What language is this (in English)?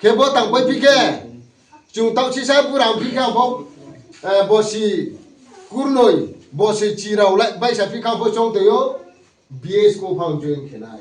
Riang (India)